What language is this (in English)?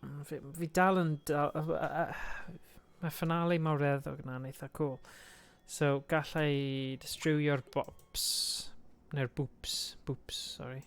Welsh